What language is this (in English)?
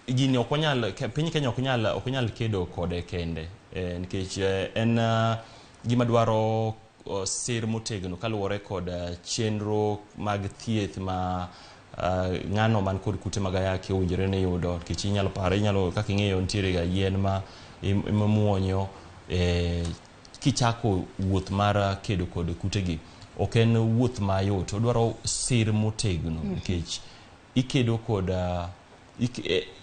Luo (Kenya and Tanzania)